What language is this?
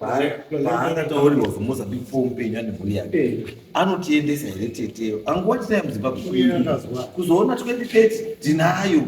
Shona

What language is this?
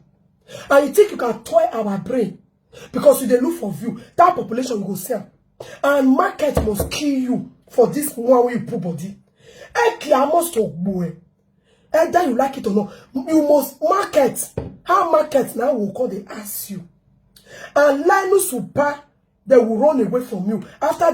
Nigerian Pidgin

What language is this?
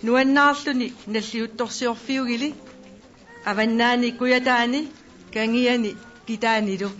Kalaallisut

